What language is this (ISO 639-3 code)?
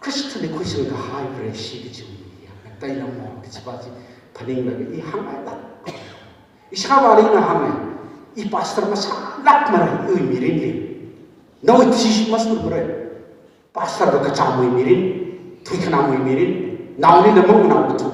nmf